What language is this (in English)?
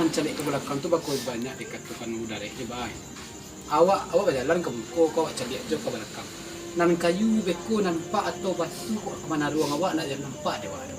Minangkabau